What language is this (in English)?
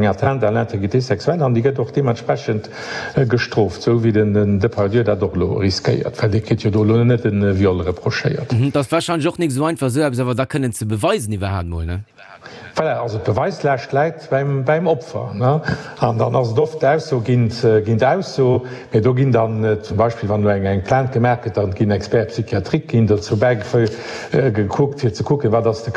Luxembourgish